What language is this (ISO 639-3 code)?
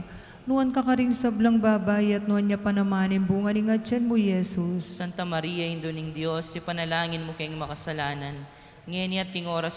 pam